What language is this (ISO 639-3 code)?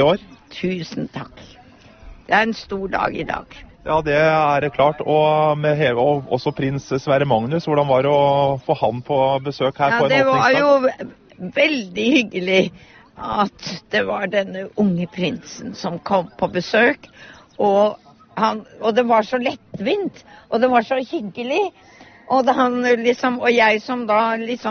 nor